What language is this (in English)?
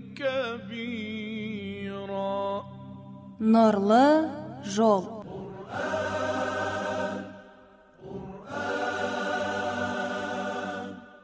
Kazakh